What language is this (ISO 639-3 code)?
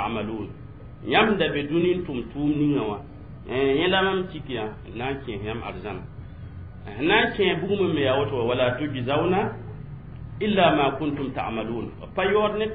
mos